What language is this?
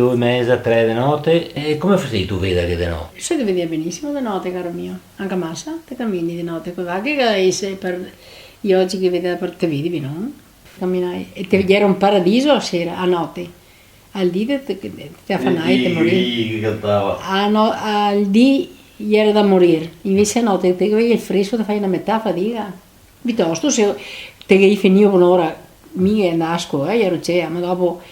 Venetian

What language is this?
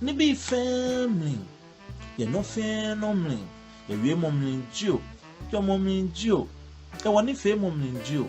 Ga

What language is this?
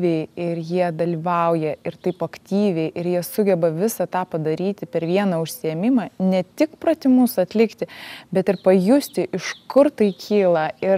Lithuanian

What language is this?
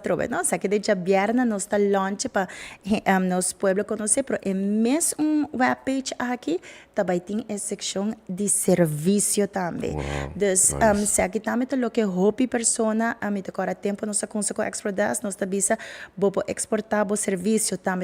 Papiamento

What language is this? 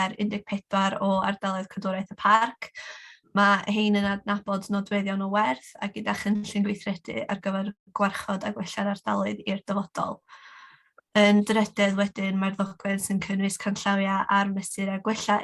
Welsh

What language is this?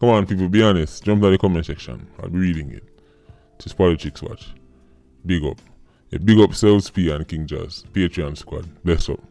Jamaican Creole English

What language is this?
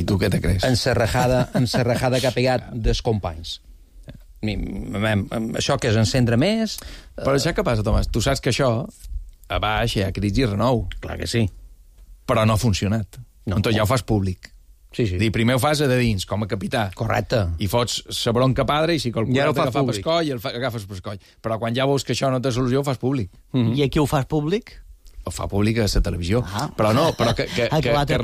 Catalan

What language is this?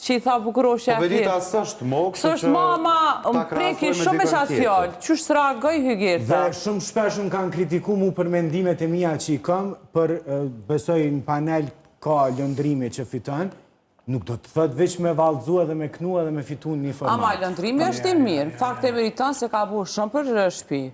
Albanian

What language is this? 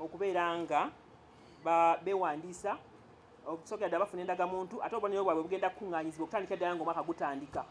Ganda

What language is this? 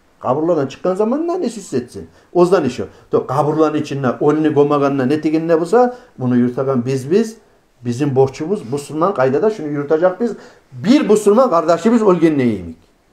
Kumyk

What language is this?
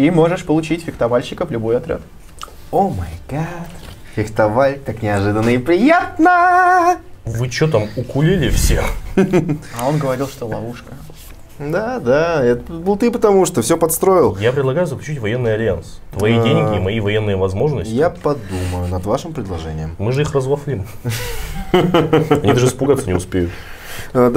Russian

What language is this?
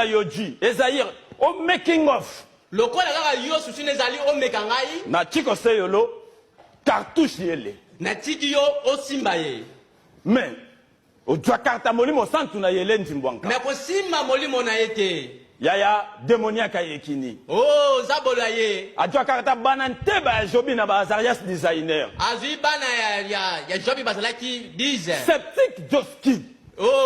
Lingala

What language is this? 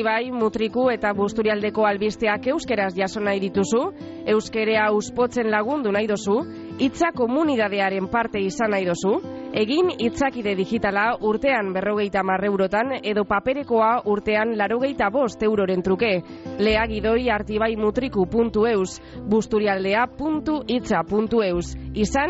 Basque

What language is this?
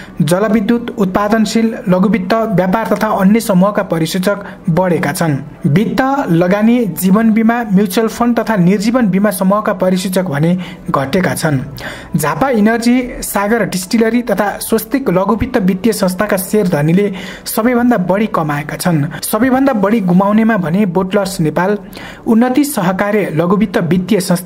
Nepali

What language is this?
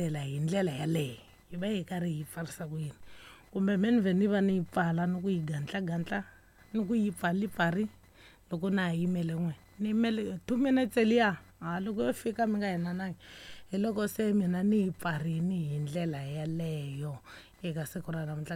Tsonga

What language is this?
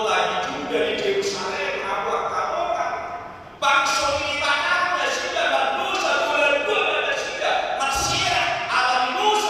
Batak Toba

